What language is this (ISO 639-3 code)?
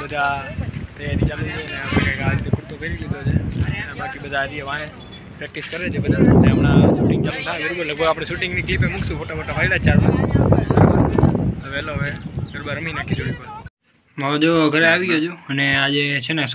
guj